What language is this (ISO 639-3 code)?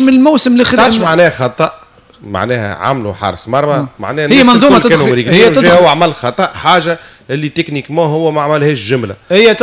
aeb